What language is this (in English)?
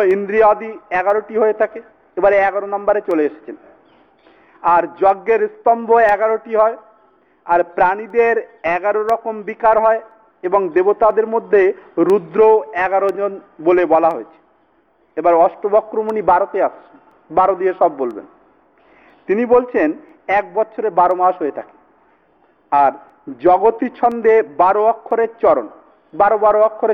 Bangla